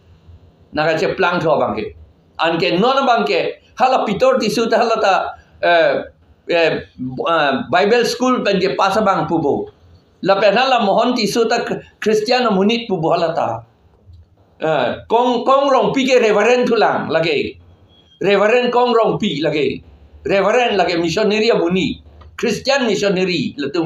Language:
Karbi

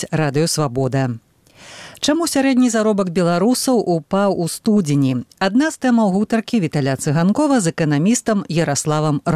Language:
Belarusian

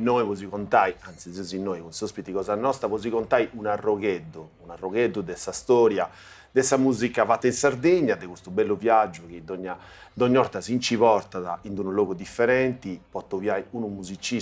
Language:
Sardinian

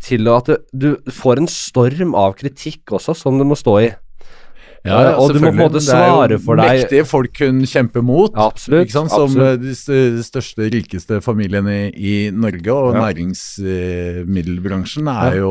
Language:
Norwegian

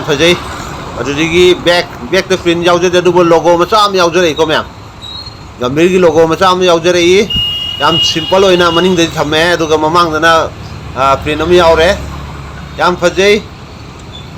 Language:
Manipuri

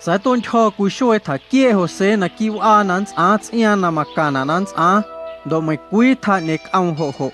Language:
Guerrero Amuzgo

